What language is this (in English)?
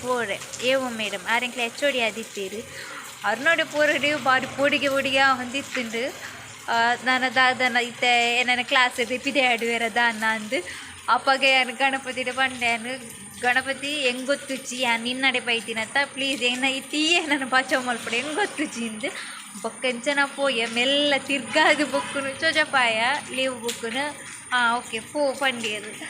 Tulu